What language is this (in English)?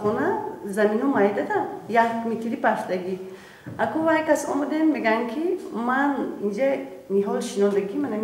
Tajik